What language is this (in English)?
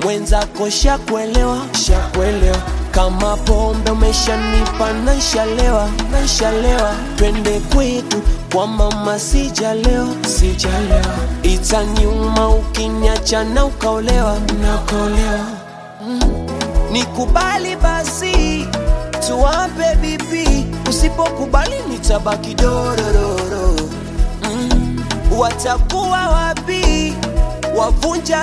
Swahili